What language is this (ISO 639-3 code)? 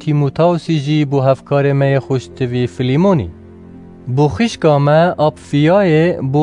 kur